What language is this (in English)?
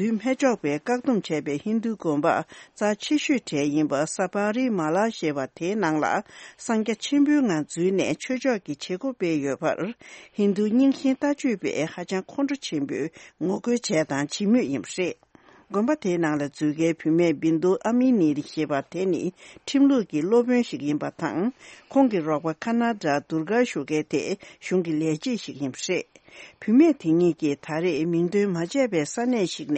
Tibetan